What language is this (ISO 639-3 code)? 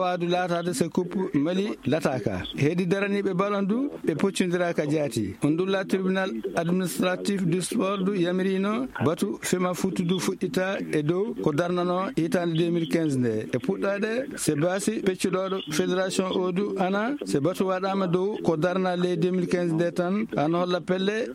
ful